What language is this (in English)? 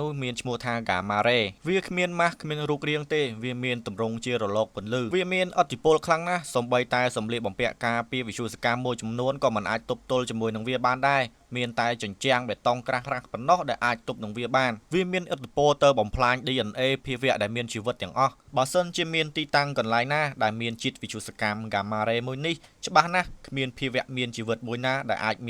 Khmer